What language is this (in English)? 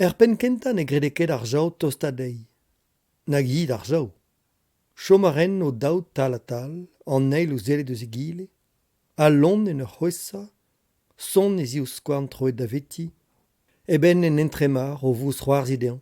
Breton